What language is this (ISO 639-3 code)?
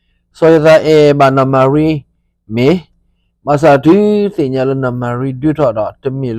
ksw